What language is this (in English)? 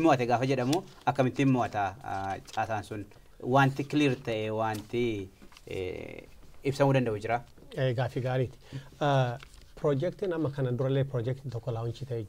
Oromo